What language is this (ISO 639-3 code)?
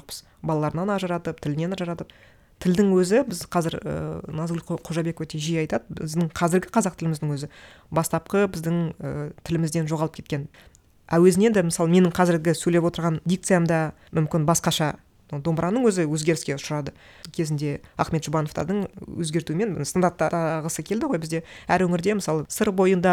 kaz